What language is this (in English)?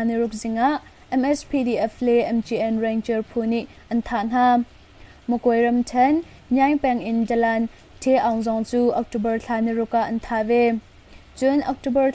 Hakha Chin